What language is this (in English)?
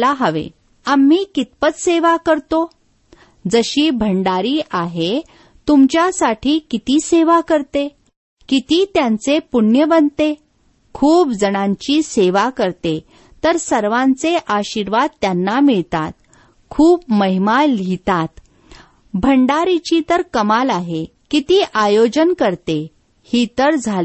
Marathi